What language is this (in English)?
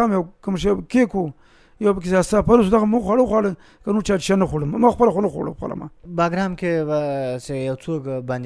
Pashto